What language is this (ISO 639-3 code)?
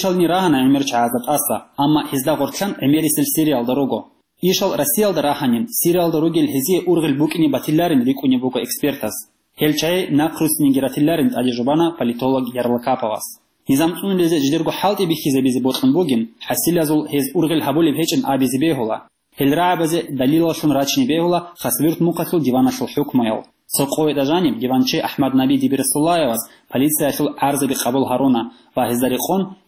ava